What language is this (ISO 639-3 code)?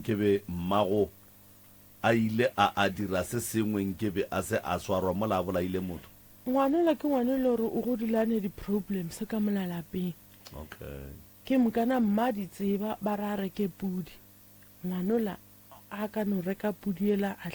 nso